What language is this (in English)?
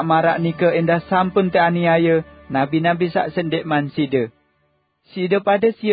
Sasak